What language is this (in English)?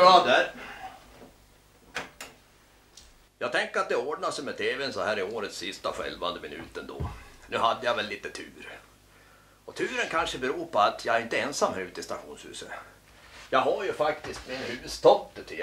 Swedish